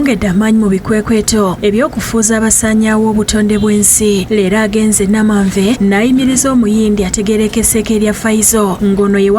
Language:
Ganda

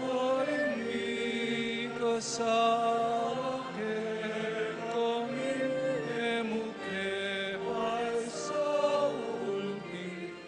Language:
Pampanga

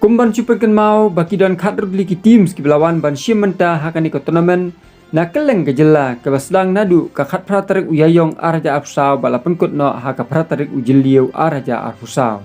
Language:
Khasi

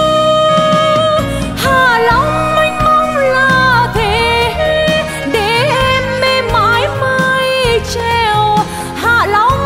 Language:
Vietnamese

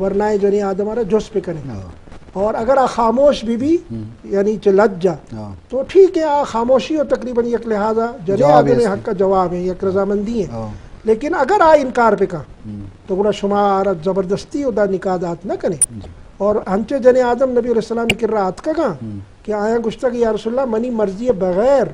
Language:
Eastern Balochi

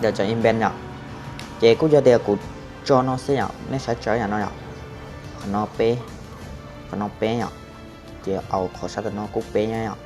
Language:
Hmong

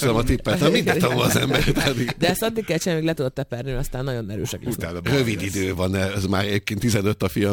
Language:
Hungarian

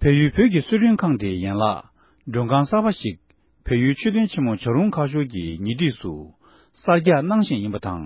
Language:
Tibetan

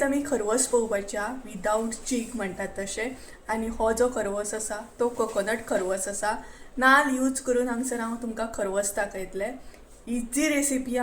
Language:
Konkani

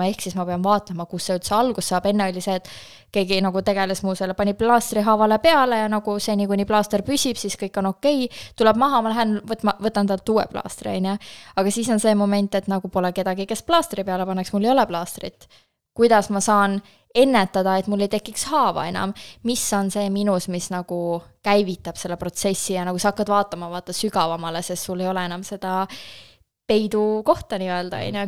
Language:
Estonian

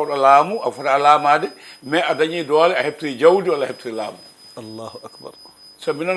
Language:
Fula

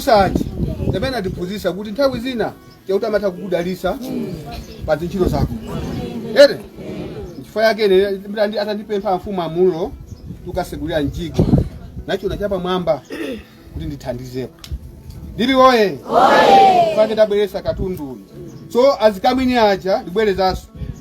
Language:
Nyanja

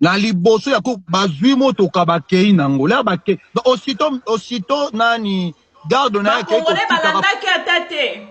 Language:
Lingala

